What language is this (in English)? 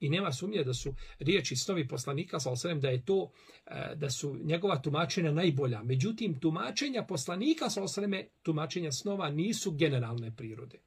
Bosnian